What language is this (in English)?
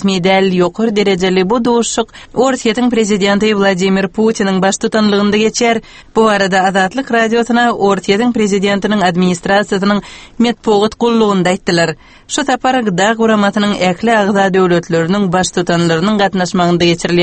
Turkmen